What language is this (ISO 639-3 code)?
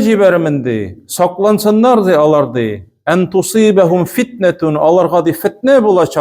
tat